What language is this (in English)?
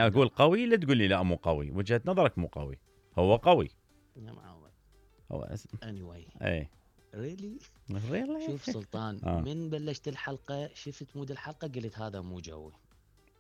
Mesopotamian Arabic